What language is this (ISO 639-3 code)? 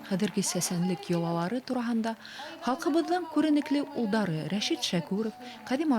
bak